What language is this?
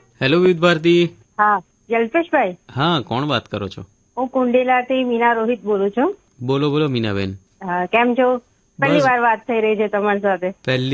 Gujarati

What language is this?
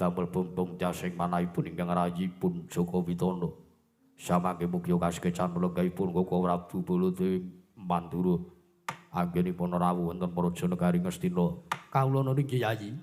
Javanese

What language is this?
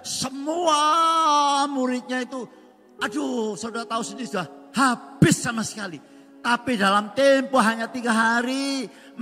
Indonesian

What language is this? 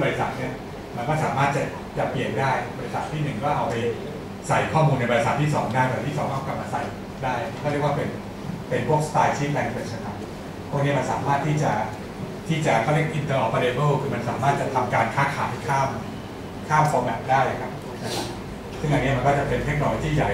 Thai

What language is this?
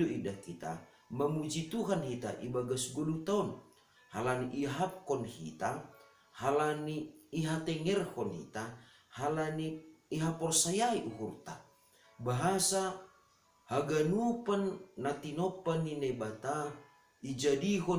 Batak Simalungun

